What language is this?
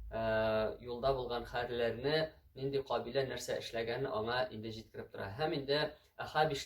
Tatar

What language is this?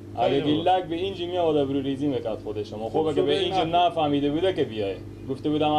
Persian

